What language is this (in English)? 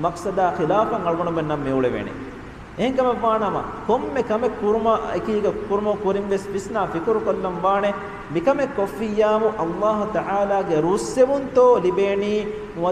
Divehi